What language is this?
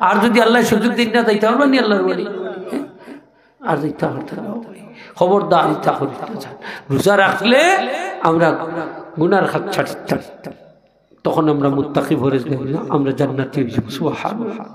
Sylheti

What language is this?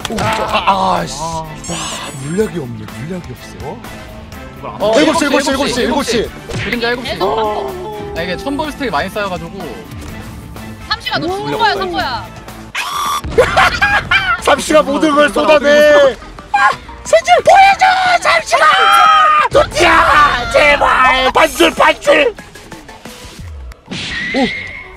Korean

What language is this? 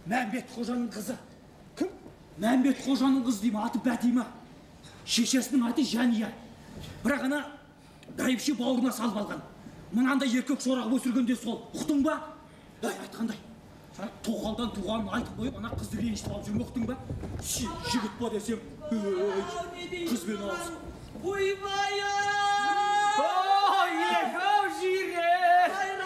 Kazakh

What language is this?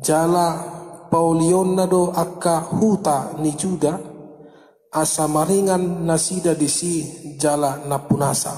Batak Toba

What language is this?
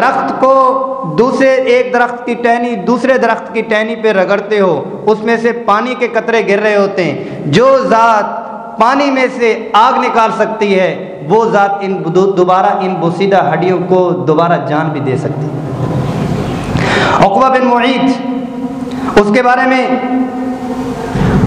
Urdu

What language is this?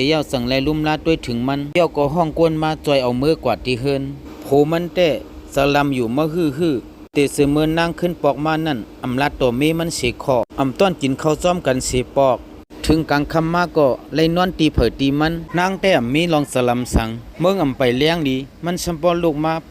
Shan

